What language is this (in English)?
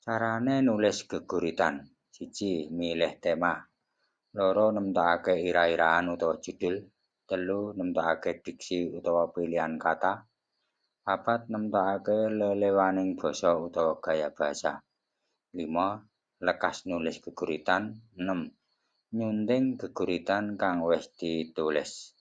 Javanese